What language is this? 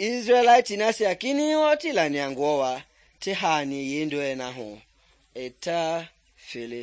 Mende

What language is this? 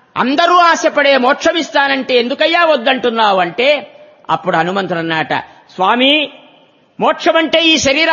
Telugu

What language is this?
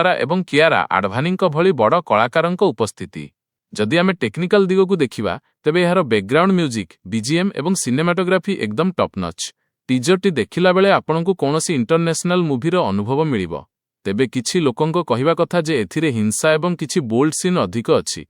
Odia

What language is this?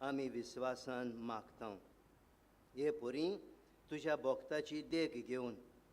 Konkani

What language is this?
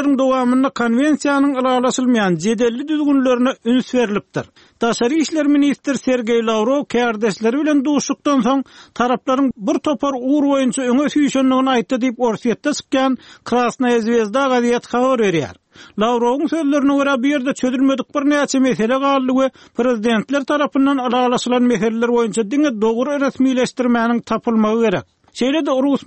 Turkmen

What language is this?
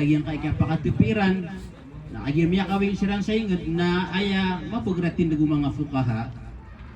Maranao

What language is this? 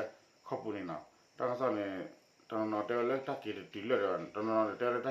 S'gaw Karen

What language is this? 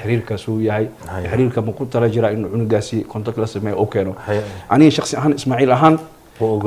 Somali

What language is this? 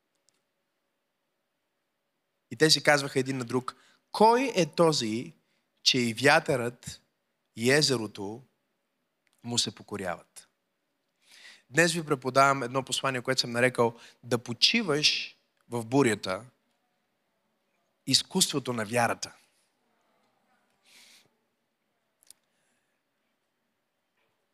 Bulgarian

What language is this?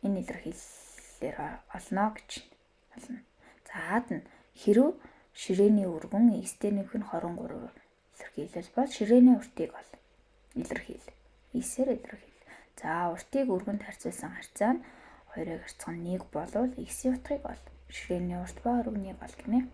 Mongolian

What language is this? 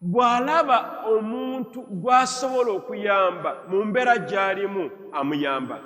Ganda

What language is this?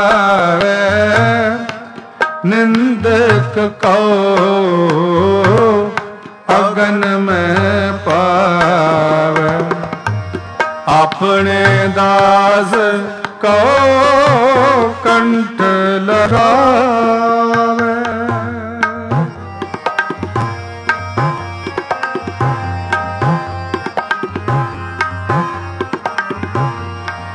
Punjabi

